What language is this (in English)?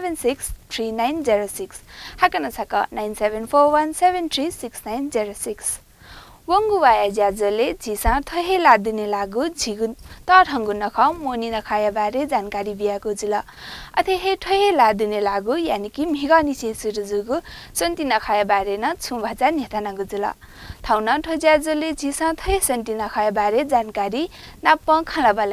Newari